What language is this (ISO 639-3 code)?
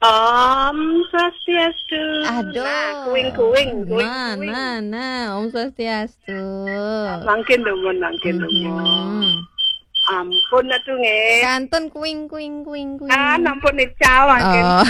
ban